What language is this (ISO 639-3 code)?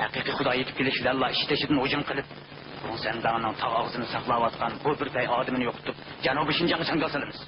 uig